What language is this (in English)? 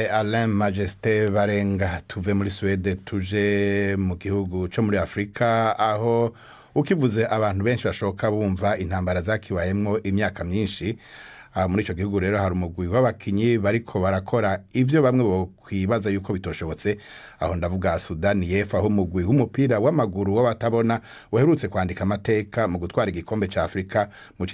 Rundi